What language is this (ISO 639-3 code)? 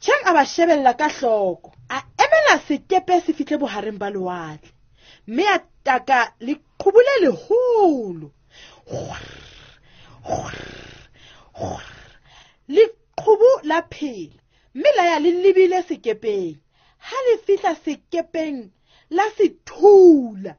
sot